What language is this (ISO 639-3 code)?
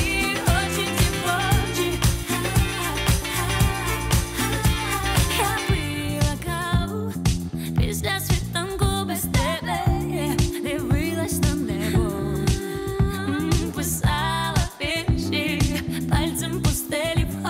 ukr